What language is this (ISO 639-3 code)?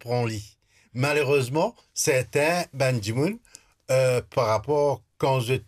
mfe